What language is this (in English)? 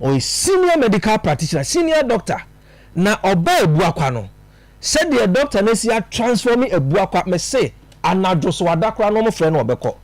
Akan